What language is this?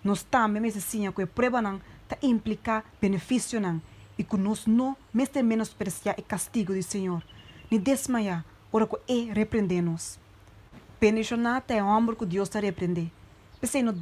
Papiamento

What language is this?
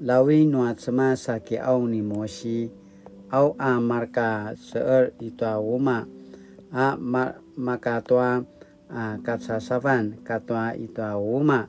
Paiwan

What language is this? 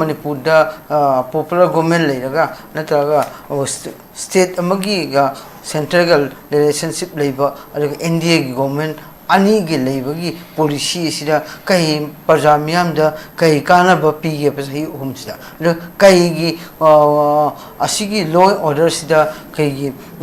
Manipuri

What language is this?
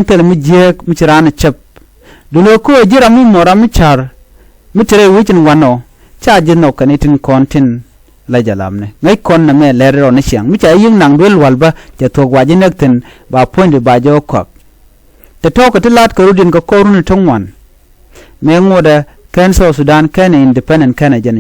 Nuer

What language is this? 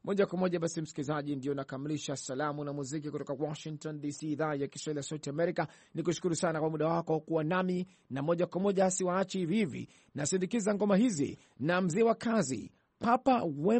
Swahili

